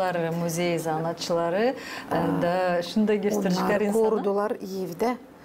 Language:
Gagauz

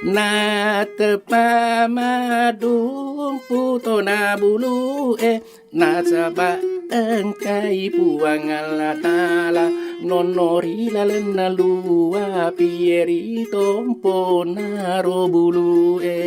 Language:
Buginese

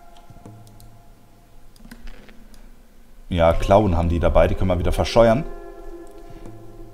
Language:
German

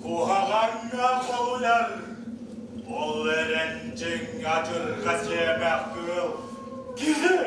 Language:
Yakut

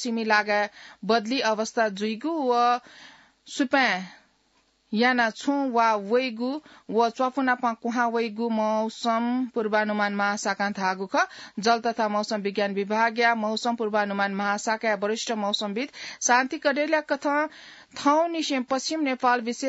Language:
Newari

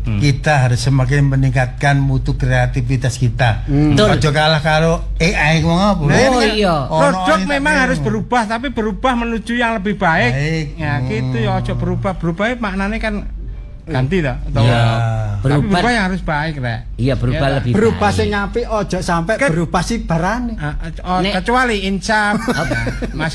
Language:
Javanese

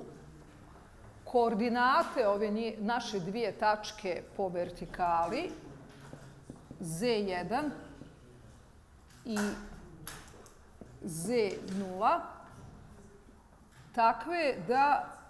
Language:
Bosnian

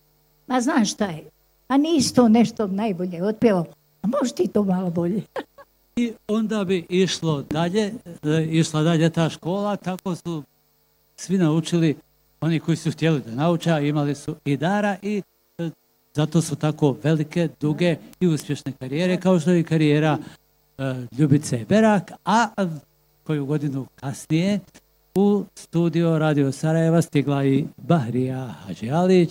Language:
Bosnian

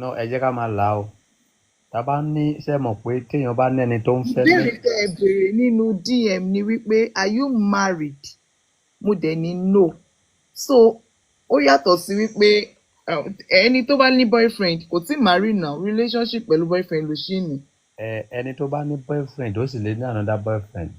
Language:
Yoruba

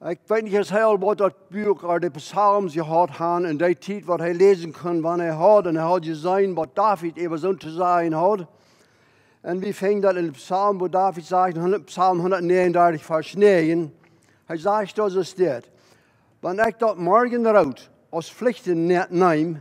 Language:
Plautdietsch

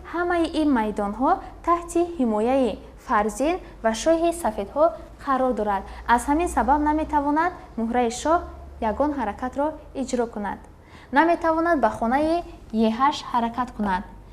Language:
Tajik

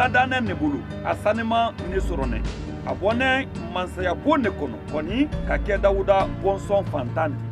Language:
Mandingo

